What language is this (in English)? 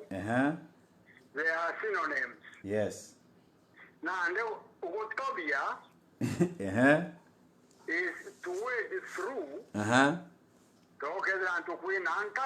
Meru